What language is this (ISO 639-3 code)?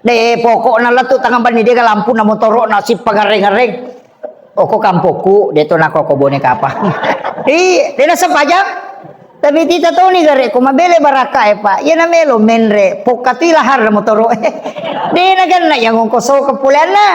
bug